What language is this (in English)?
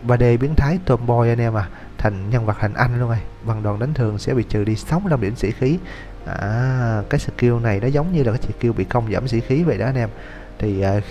Vietnamese